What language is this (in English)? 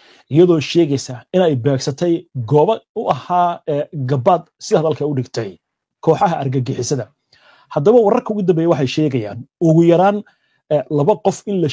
Somali